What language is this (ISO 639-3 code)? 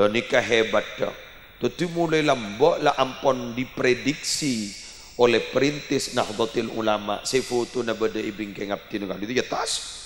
mad